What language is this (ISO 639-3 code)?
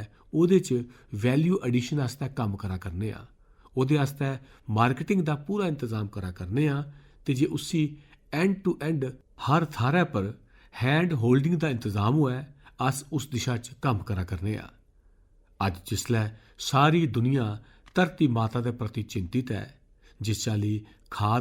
doi